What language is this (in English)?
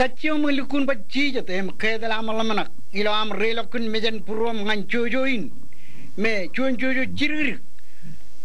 Marshallese